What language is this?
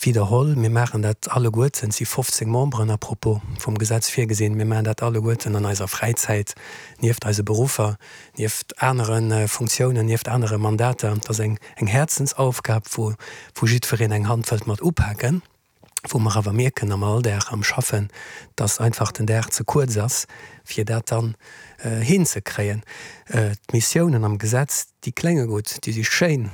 Luxembourgish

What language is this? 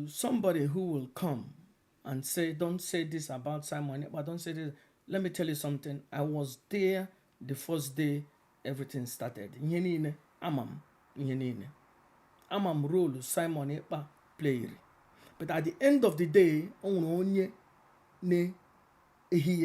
Igbo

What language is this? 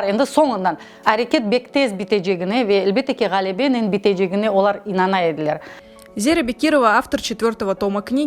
Crimean Tatar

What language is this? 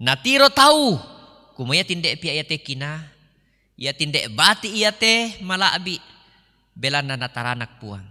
Toraja-Sa'dan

